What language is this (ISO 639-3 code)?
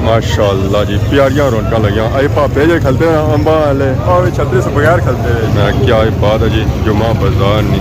phr